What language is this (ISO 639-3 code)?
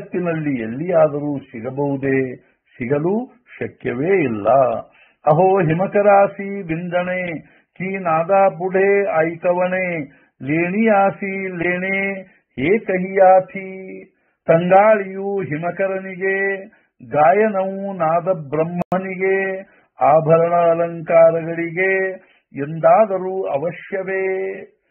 kan